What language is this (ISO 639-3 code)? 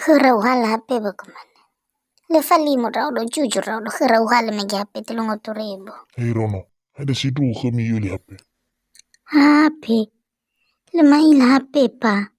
nia